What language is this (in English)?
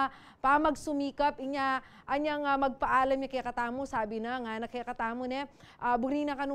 Pampanga